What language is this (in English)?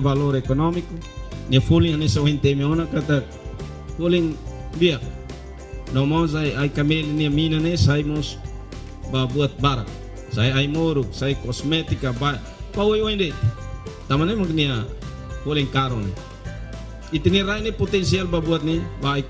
Tetum